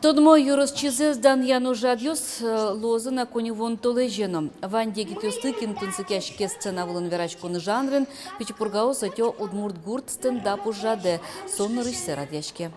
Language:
Udmurt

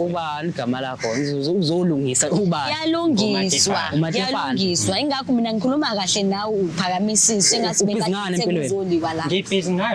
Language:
Zulu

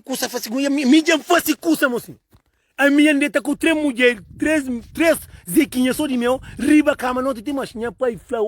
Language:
Kabuverdianu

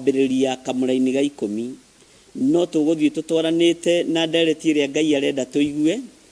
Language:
Kikuyu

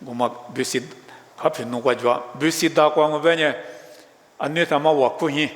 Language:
Lisu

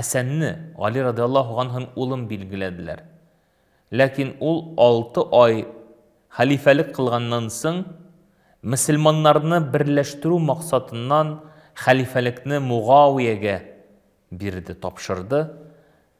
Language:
Tatar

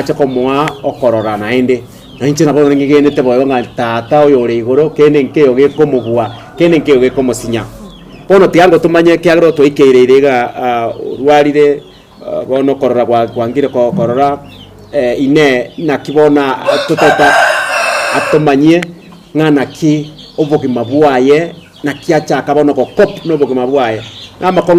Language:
Gusii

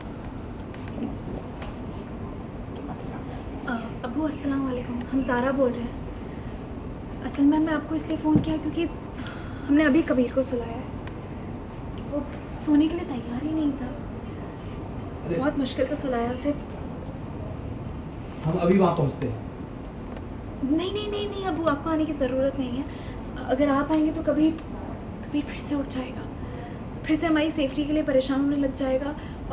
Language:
Hindi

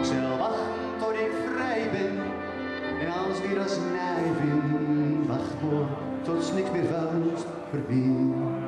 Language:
Gronings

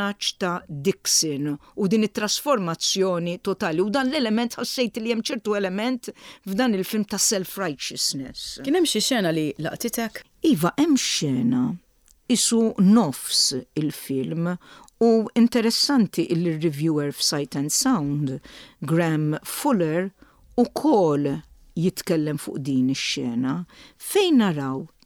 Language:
Maltese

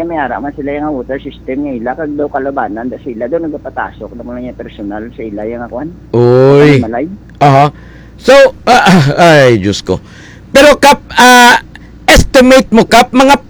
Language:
Hiligaynon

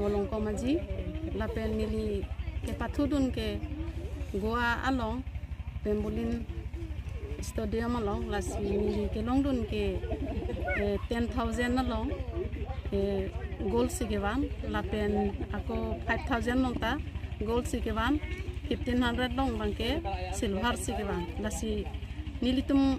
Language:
Karbi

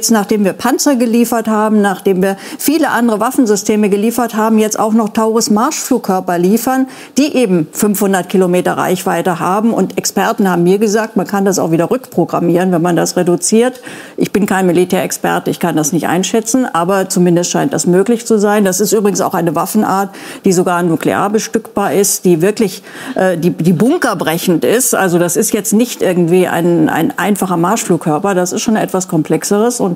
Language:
German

